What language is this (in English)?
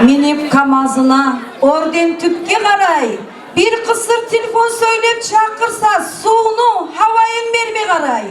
Kumyk